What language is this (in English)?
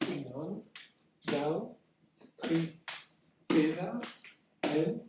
Breton